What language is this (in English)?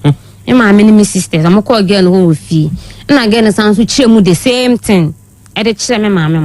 Akan